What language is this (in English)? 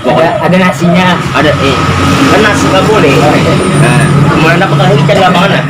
Banjar